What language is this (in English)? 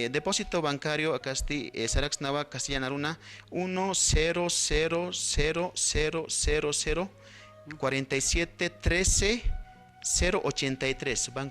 Aymara